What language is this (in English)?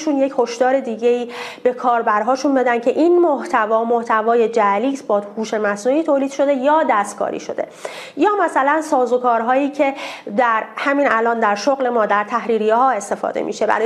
Persian